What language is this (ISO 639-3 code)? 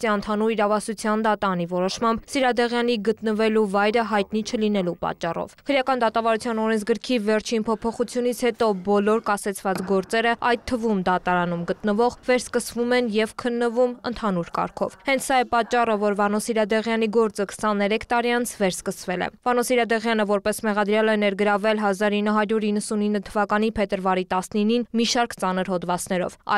hye